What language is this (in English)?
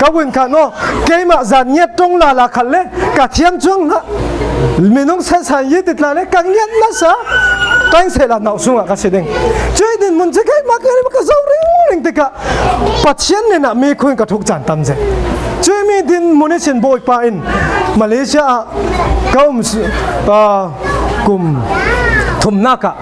Falam Chin